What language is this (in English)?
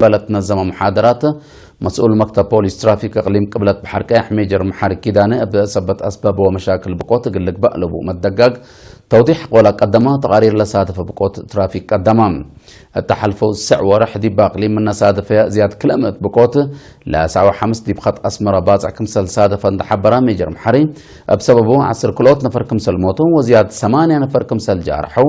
Tigre